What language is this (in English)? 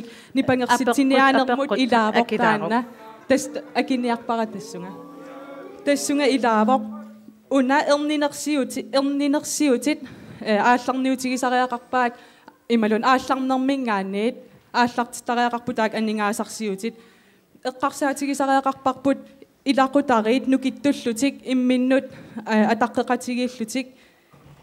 Kalaallisut